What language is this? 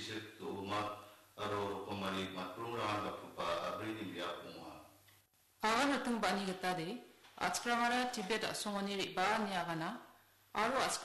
Garo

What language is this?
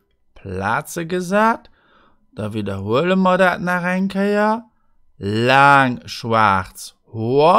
Luxembourgish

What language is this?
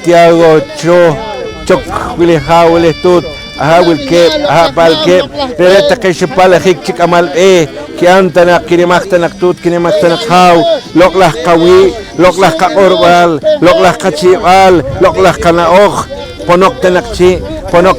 Poqomchi'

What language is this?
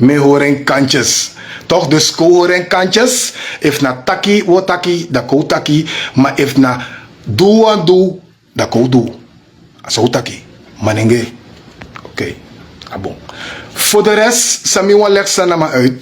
Sranan Tongo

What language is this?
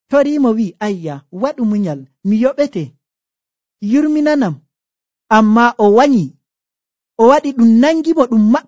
Nigerian Fulfulde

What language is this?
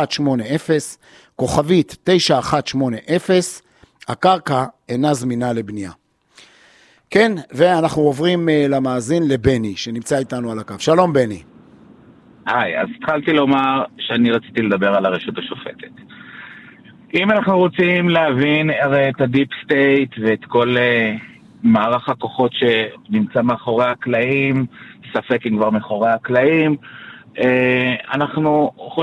Hebrew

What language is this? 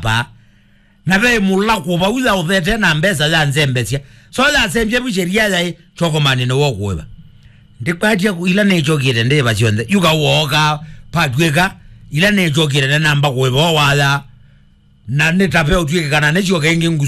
Kamba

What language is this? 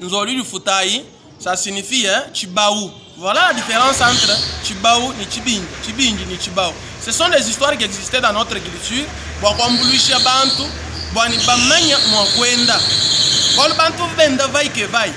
Luba-Lulua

